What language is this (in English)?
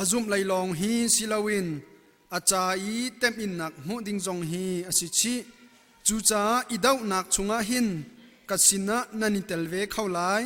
Hakha Chin